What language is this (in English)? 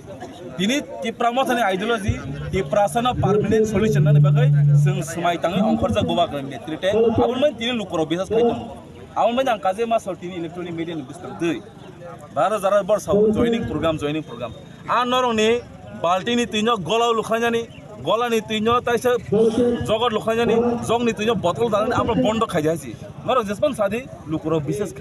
Kok Borok